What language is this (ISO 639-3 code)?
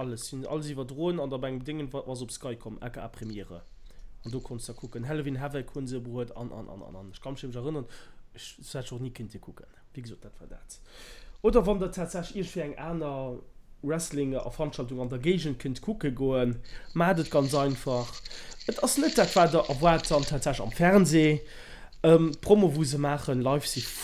ltz